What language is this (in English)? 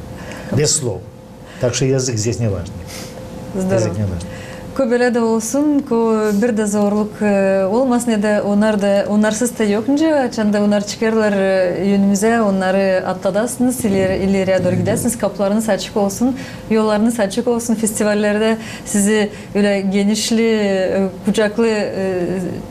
Gagauz